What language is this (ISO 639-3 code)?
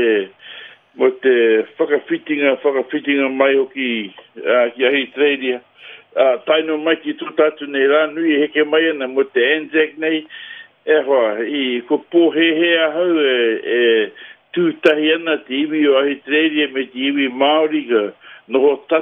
mri